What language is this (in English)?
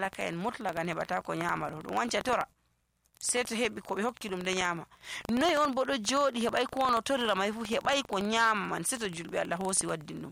Nigerian Fulfulde